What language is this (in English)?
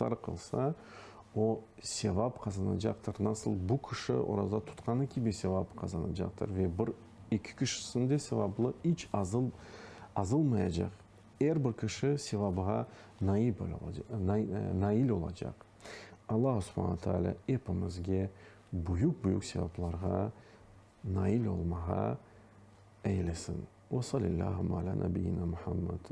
Crimean Tatar